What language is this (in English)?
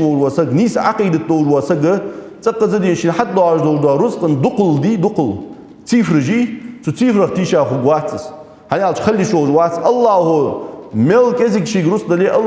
Ingush